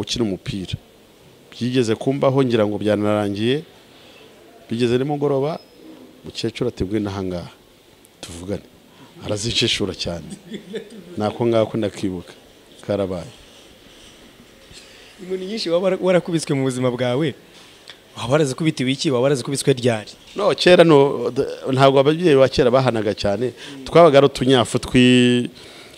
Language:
Kinyarwanda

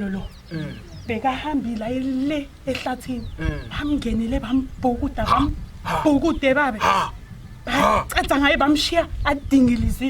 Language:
Swati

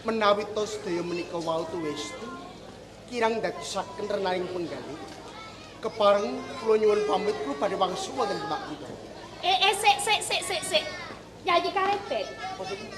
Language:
Javanese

